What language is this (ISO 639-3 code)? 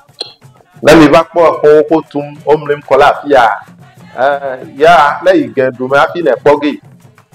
ewe